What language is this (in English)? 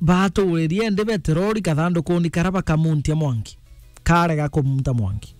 Meru